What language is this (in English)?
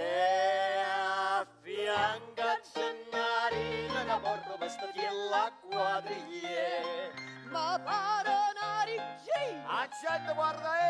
Neapolitan